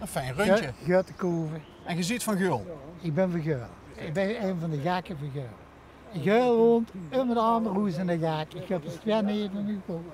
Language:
Limburgish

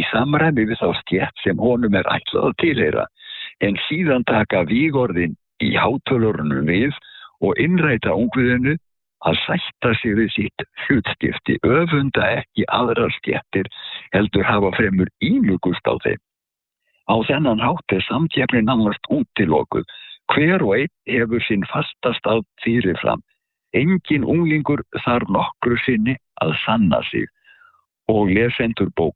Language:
Icelandic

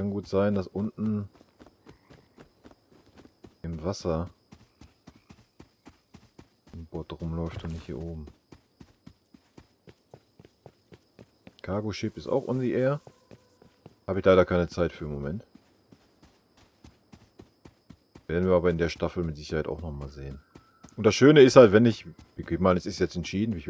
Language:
German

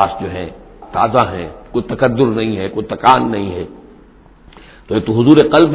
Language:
Urdu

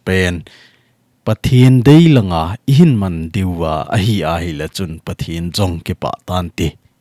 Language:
Thado Chin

